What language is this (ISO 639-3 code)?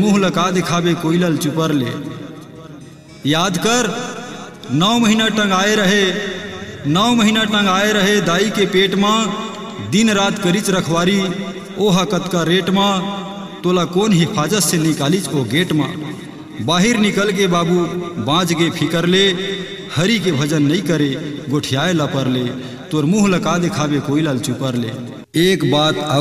hne